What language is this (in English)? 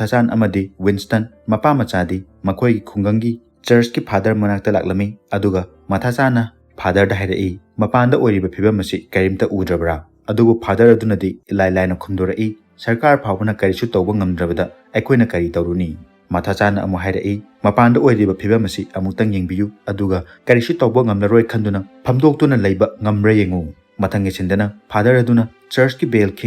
Manipuri